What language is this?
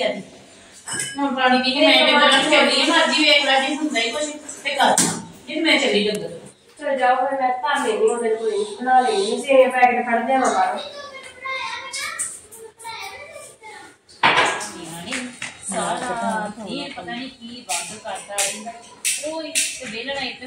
Punjabi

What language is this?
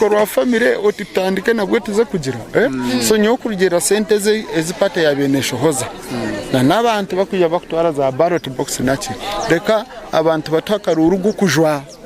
Nyankole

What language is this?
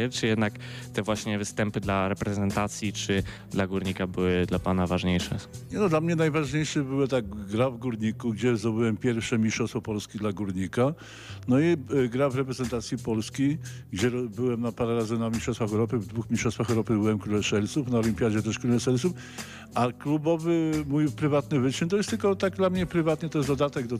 Polish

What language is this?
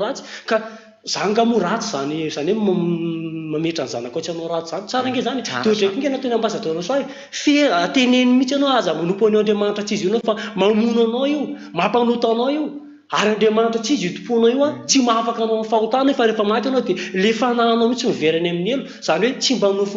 Malagasy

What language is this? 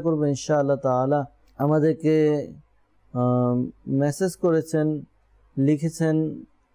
Bangla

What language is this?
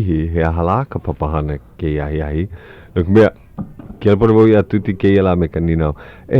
Hawaiian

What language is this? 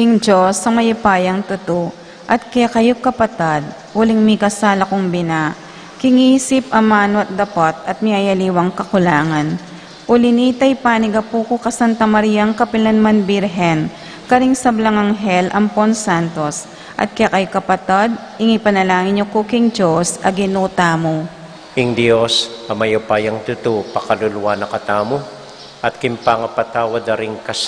Pampanga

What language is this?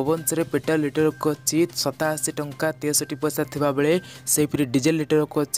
Odia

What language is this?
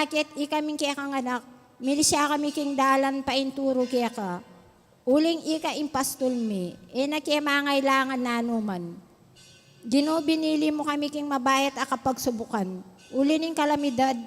Pampanga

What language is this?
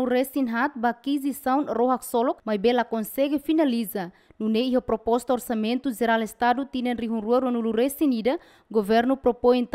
Tetum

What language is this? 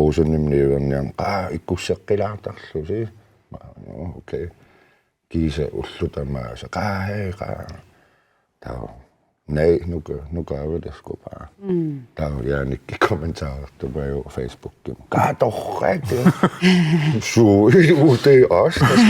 Kalaallisut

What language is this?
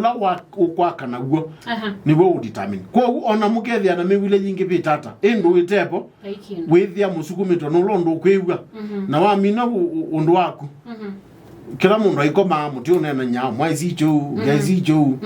Kamba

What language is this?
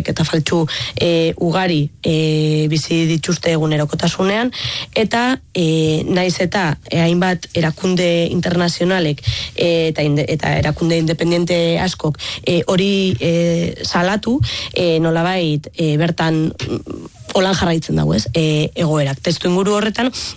Basque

